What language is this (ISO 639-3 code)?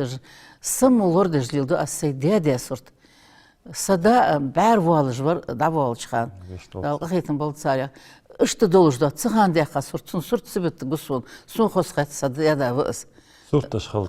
inh